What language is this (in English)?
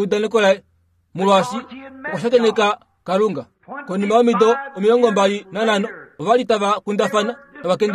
Kuanyama